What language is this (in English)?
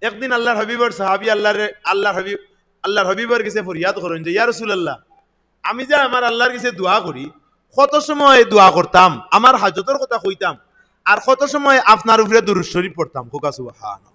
Sylheti